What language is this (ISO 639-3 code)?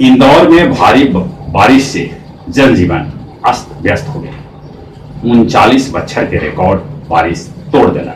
mag